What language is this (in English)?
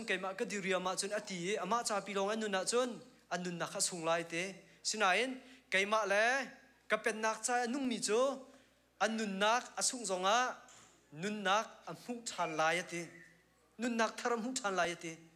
Hakha Chin